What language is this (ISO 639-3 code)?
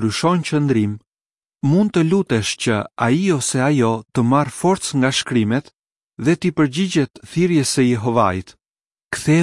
sqi